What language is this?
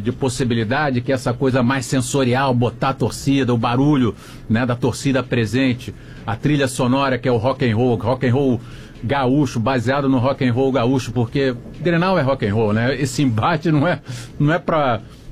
Portuguese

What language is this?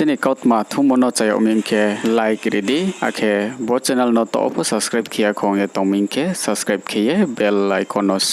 Riang (India)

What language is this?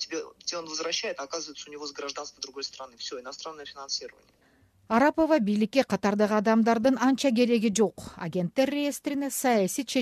Kyrgyz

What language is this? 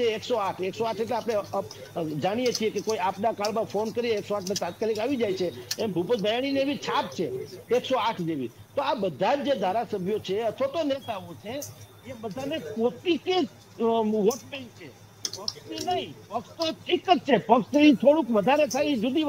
Gujarati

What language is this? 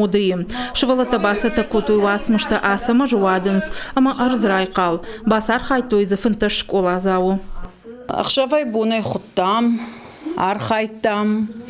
Ossetic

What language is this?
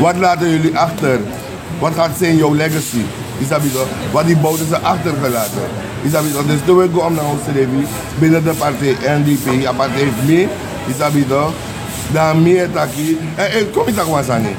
Sranan Tongo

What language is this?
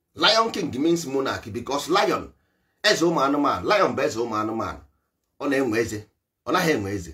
Igbo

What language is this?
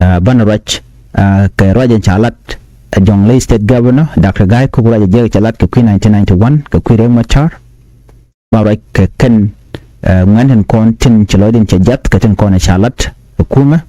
Nuer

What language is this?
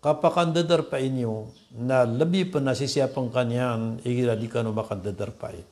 Maranao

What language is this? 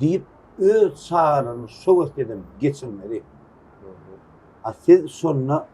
Turkmen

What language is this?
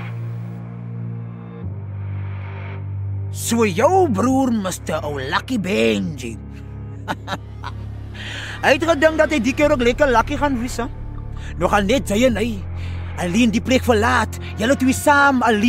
Afrikaans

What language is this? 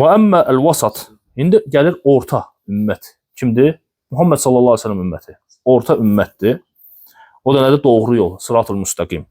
Azerbaijani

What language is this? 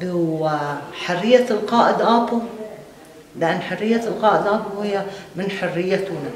Kurdish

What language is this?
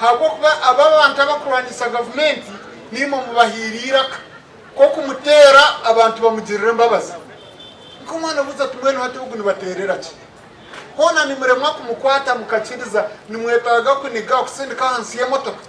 Nyankole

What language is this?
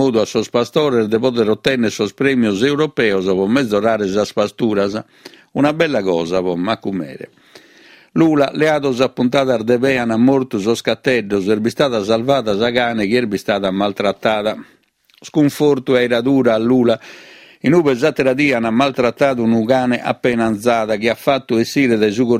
Sardinian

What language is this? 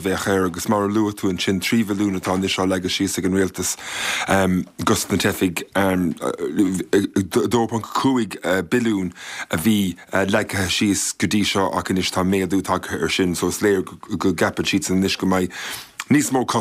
Irish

